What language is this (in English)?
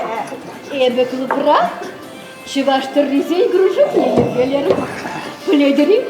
Chuvash